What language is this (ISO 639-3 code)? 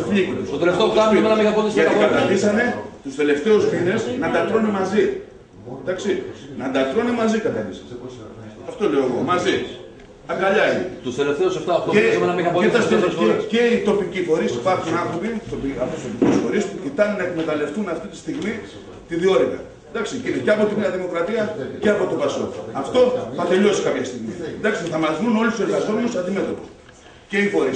ell